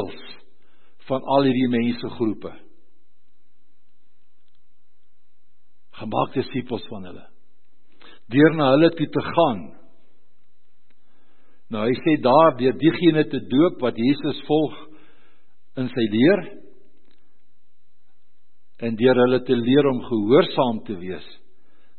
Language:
Afrikaans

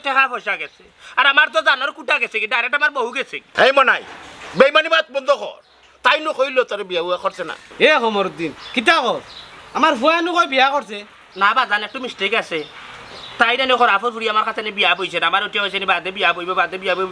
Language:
Sylheti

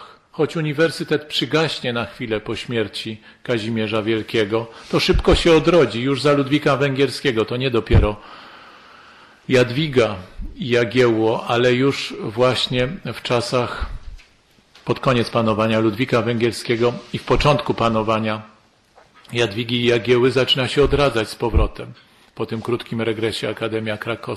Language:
Polish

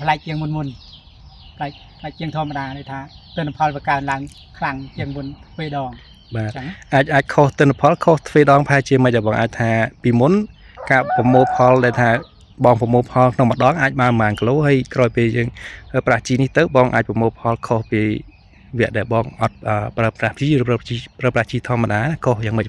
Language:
Khmer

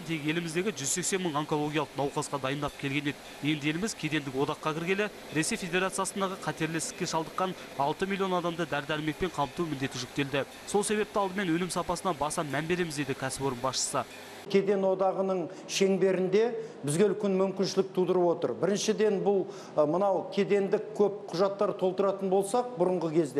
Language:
Kazakh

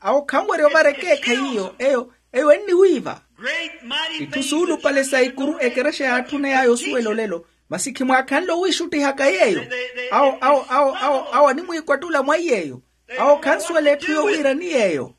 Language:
Makhuwa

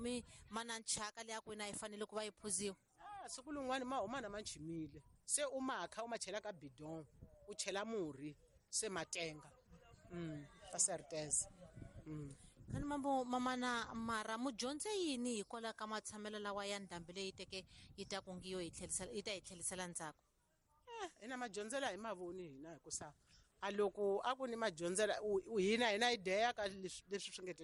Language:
Tsonga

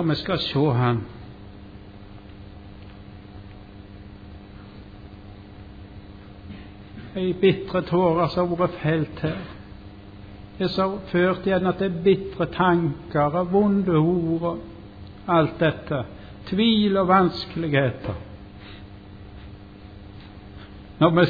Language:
Norwegian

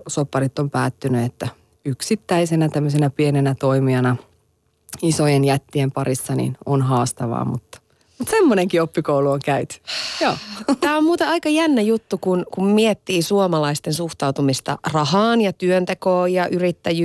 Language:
Finnish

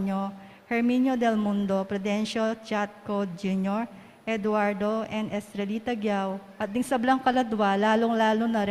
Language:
Pampanga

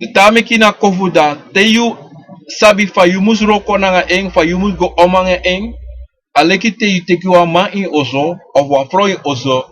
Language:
Sranan Tongo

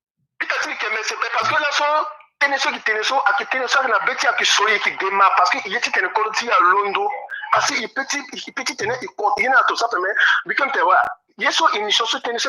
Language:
Sango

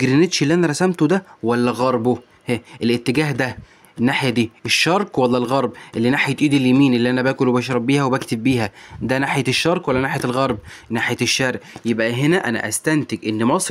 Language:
Egyptian Arabic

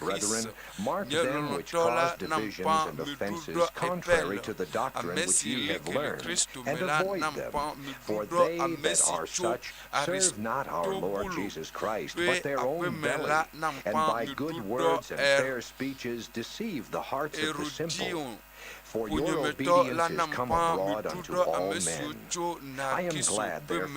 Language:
Ewe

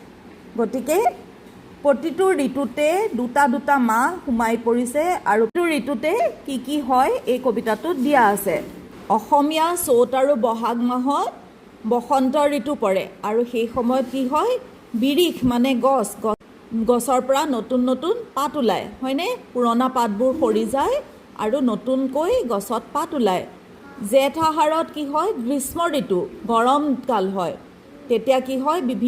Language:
Assamese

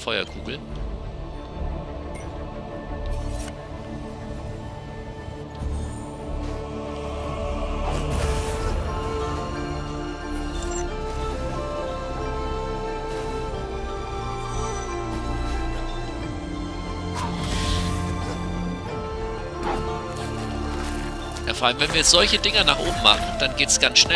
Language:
German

